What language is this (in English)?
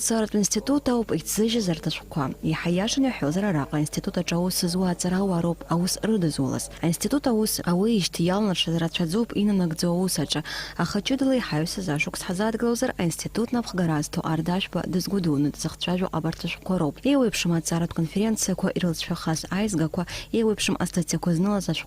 Abkhazian